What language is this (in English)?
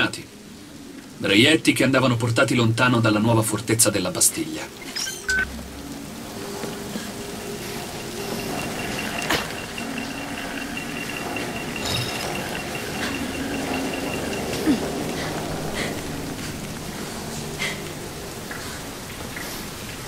Italian